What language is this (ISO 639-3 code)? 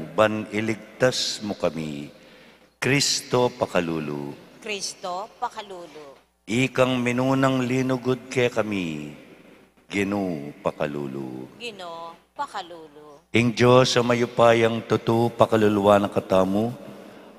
pam